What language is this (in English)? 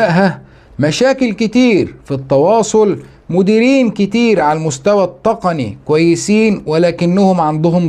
Egyptian Arabic